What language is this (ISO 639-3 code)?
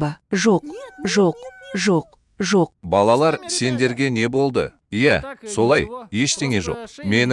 kaz